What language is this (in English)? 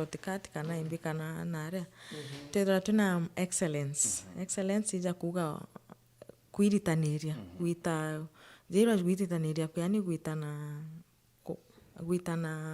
Meru